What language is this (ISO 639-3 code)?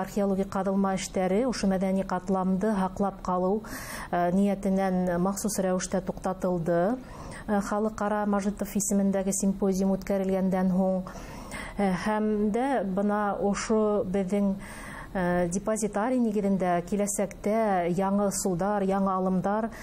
bak